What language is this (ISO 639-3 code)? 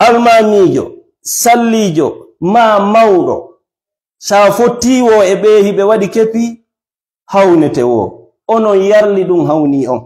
ful